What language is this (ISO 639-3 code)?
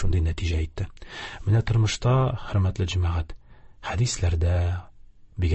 tat